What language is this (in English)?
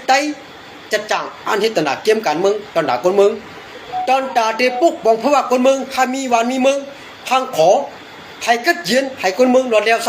Shan